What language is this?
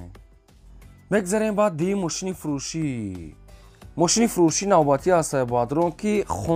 Tajik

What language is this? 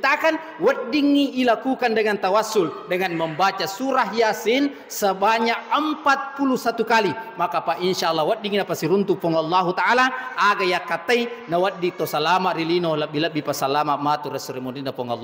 Buginese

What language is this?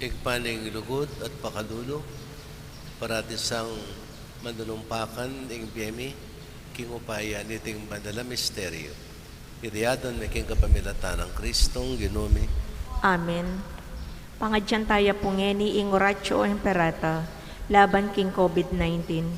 Pampanga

